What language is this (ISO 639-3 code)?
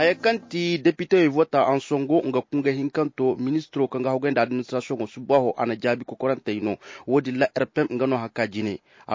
ses